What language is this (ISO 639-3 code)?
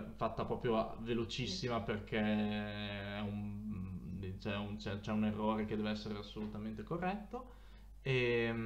ita